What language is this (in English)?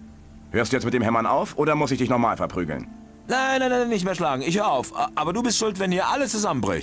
Bavarian